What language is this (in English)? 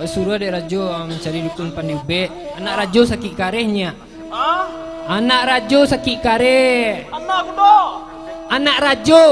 Minangkabau